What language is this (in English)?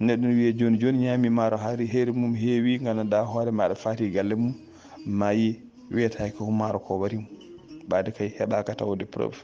Fula